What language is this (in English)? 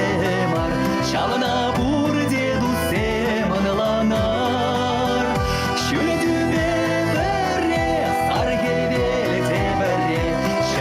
Chuvash